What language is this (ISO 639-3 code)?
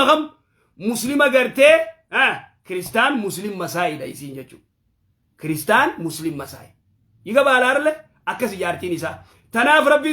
orm